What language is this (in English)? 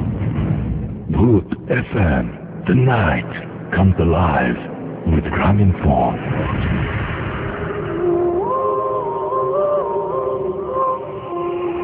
Bangla